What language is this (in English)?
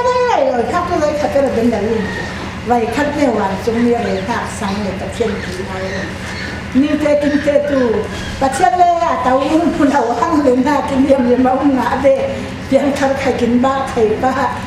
Falam Chin